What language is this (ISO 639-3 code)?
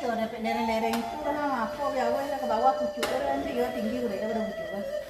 min